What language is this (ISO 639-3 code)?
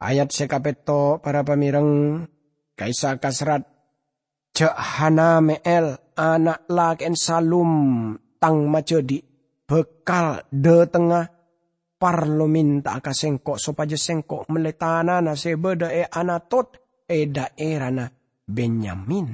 mad